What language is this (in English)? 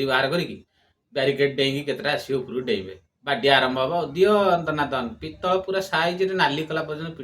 Odia